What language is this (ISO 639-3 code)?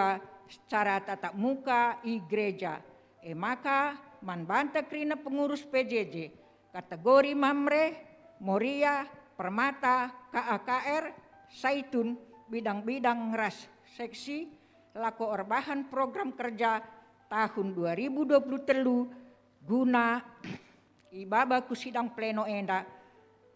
btx